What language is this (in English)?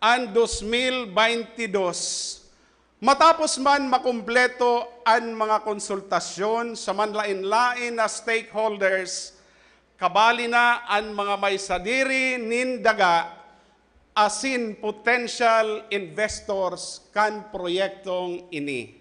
Bikol